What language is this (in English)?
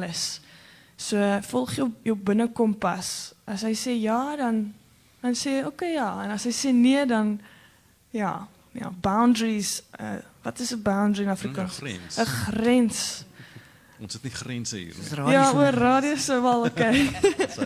Afrikaans